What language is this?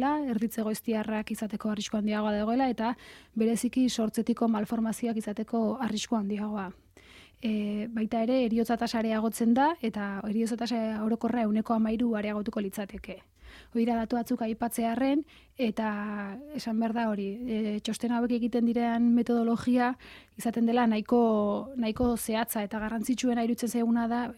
Basque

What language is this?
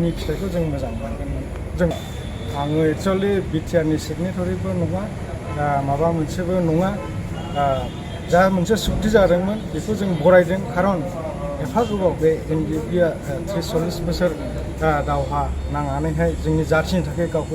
Bodo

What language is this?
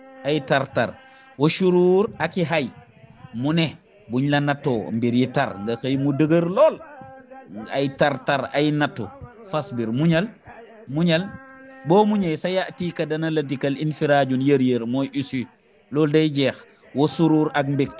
Wolof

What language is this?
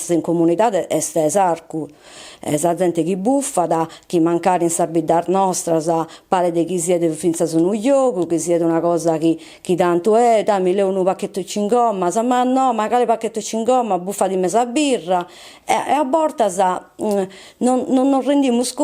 Sardinian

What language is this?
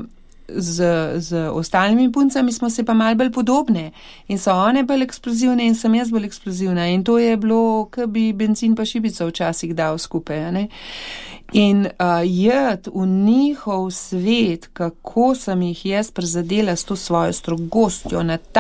Slovenian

